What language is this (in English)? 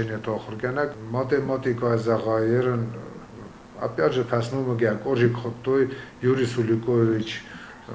Ossetic